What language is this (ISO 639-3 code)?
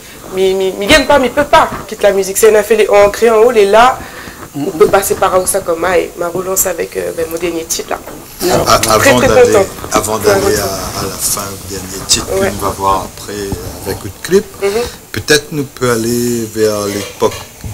rcf